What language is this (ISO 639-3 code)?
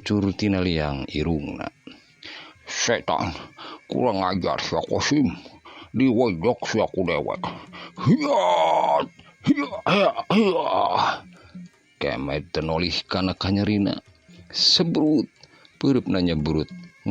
sun